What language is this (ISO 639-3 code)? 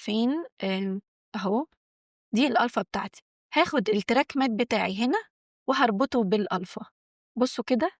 arz